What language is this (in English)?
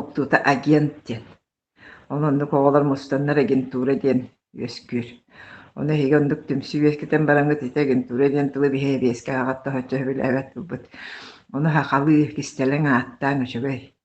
Yakut